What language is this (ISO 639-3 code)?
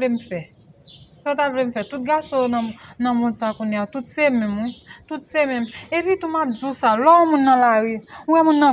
hat